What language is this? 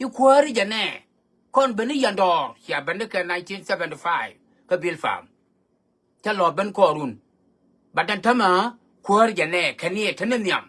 Nuer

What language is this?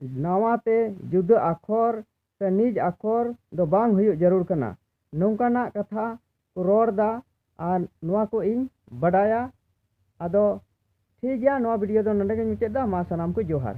Santali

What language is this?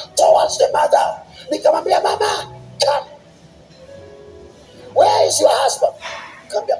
Swahili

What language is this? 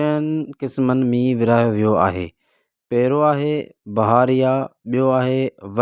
Sindhi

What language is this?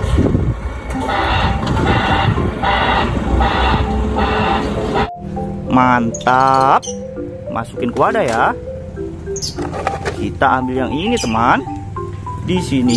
Indonesian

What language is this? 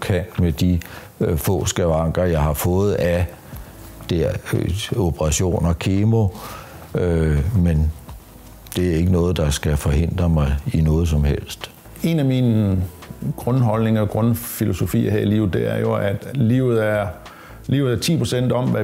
Danish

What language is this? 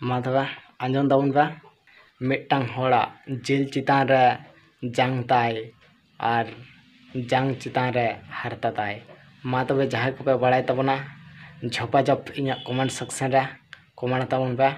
Santali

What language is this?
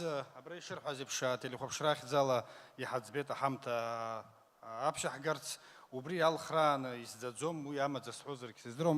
Abkhazian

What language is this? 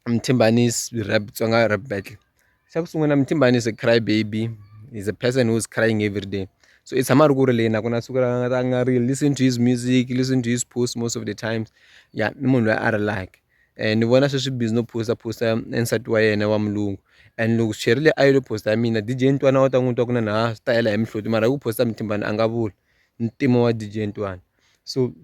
Tsonga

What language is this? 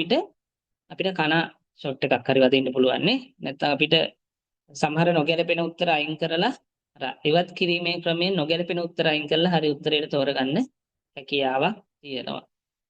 Sinhala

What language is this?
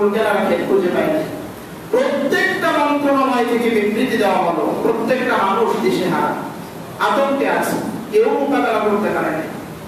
Bangla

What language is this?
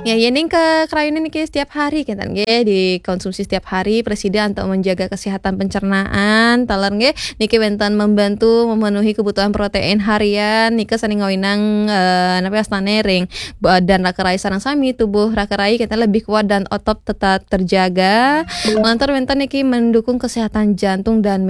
Balinese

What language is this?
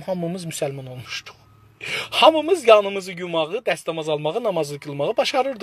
South Azerbaijani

